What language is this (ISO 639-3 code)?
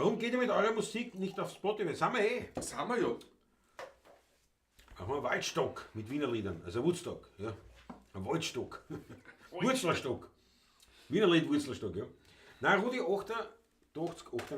bar